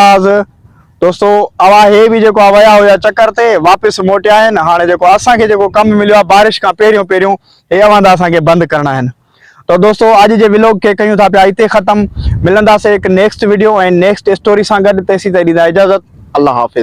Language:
Sindhi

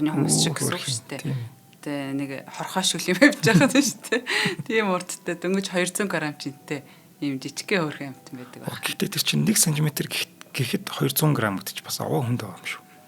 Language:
Mongolian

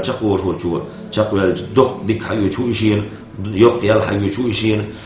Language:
Chechen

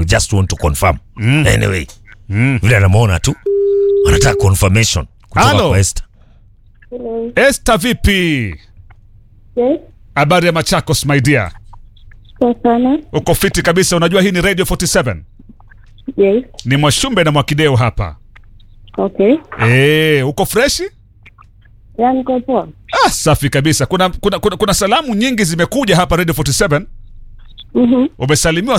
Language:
Swahili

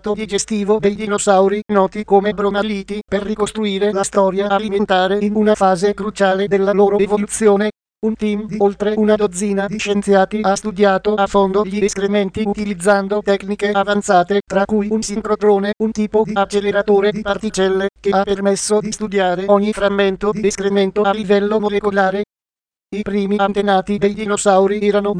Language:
Italian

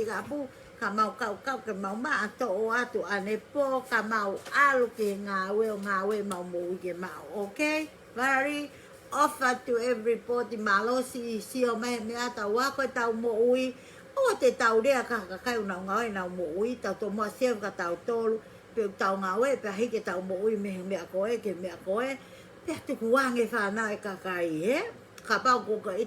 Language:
Tongan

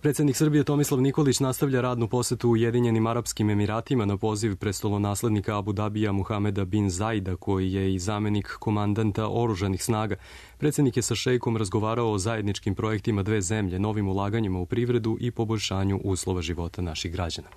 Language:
Serbian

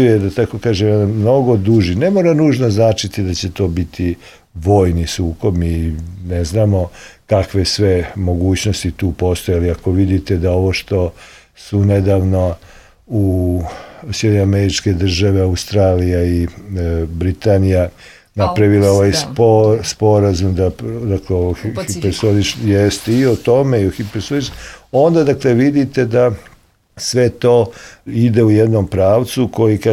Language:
Serbian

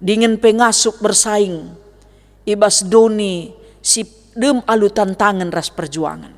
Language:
Batak Karo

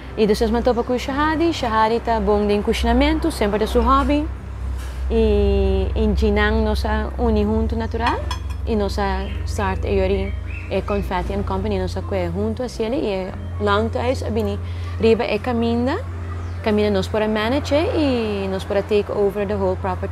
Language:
Papiamento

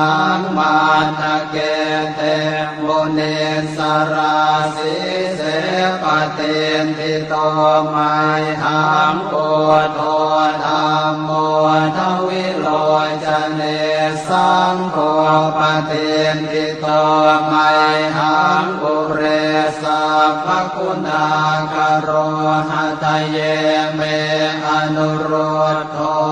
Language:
Pali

